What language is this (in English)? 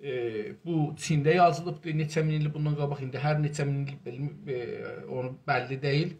South Azerbaijani